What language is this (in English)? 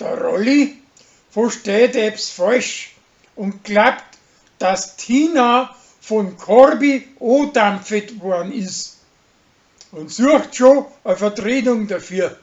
Bavarian